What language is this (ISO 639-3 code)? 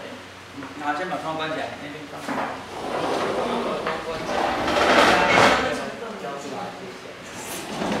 zho